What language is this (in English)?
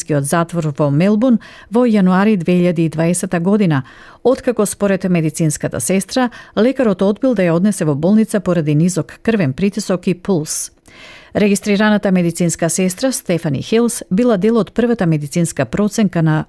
Macedonian